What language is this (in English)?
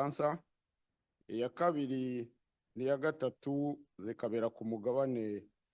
Kinyarwanda